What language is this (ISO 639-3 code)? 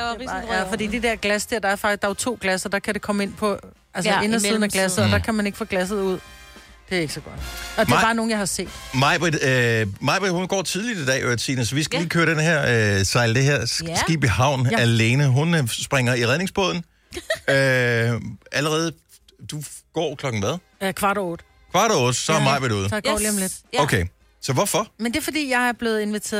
dan